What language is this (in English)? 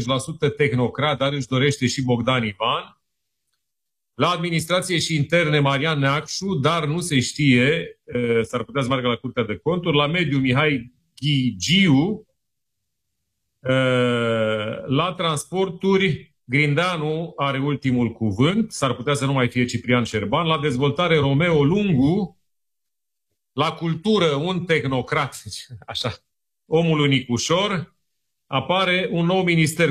Romanian